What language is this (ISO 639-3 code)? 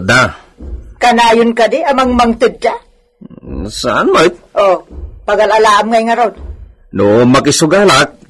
ilo